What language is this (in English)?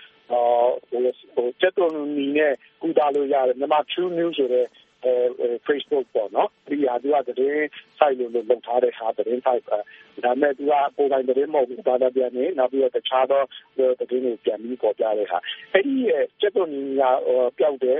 Burmese